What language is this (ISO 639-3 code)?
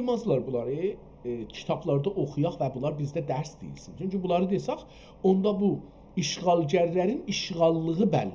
azb